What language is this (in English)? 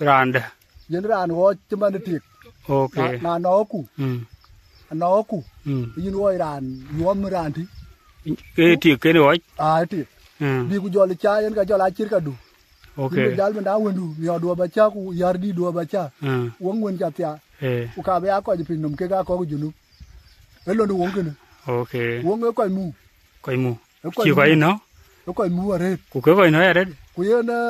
Dinka